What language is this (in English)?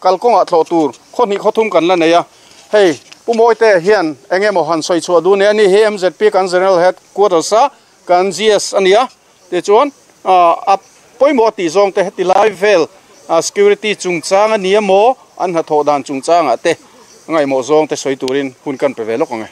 Mizo